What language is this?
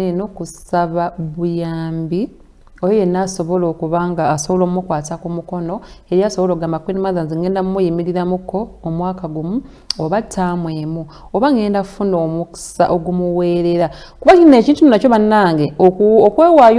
Ganda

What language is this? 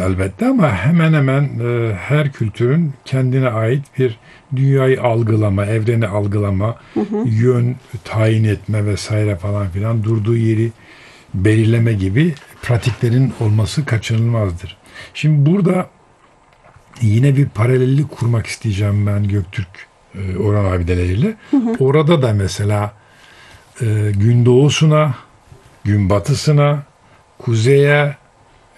Turkish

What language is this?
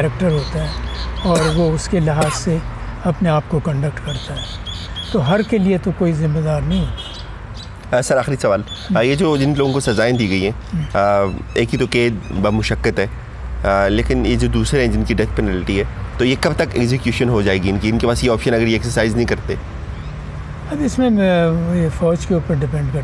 Urdu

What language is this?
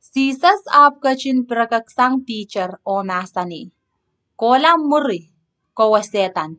Pohnpeian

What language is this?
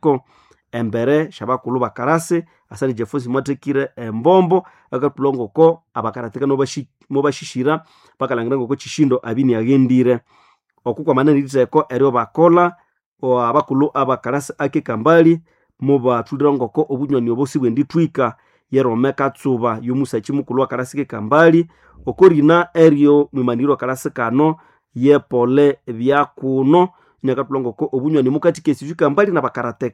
Nande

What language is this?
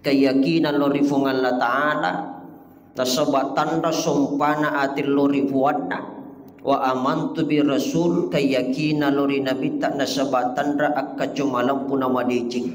Buginese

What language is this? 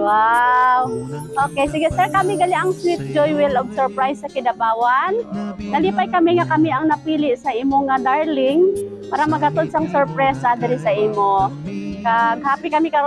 Hiligaynon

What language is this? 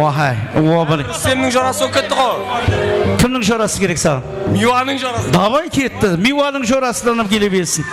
Kara-Kalpak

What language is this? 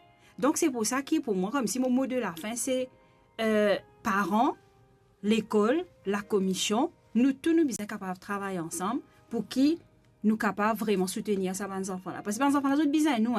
Morisyen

